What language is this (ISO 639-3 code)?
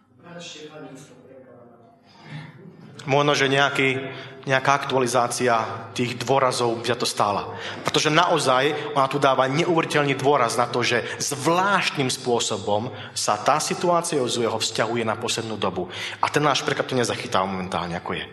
slk